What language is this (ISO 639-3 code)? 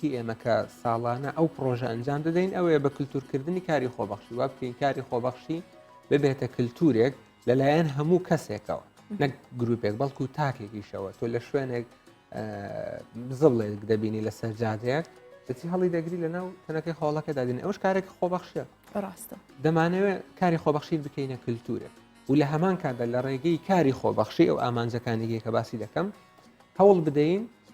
ckb